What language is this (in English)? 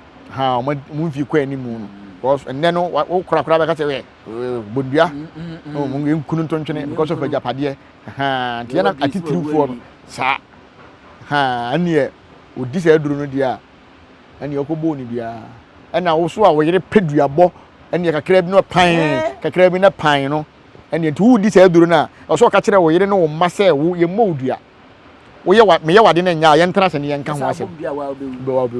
Akan